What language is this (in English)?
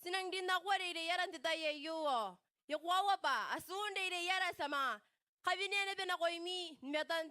Gilbertese